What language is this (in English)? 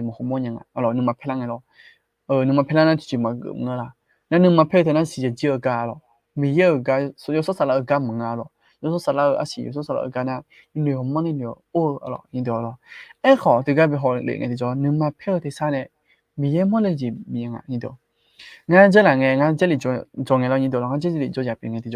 Akha